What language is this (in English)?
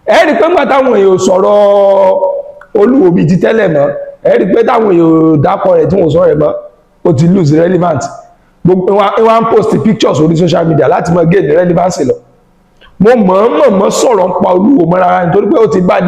Yoruba